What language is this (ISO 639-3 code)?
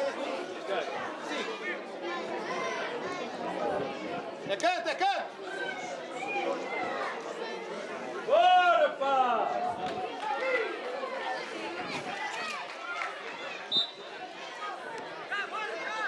por